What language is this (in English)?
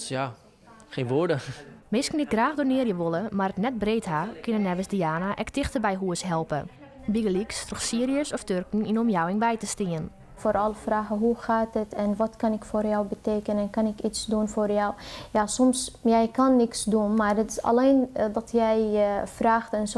Western Frisian